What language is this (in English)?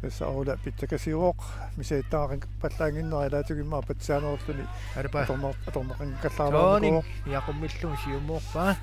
Kalaallisut